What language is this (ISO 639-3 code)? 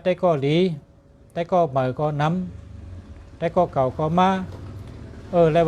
shn